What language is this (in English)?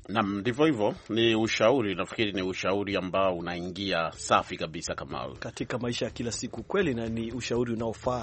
Swahili